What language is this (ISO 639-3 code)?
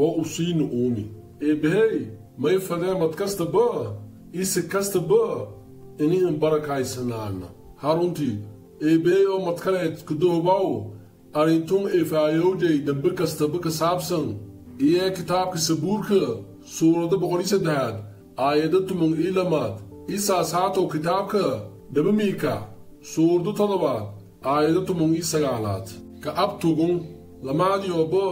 som